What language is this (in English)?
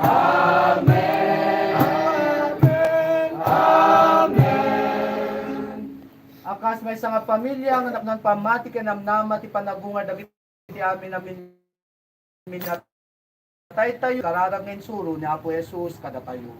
Iloko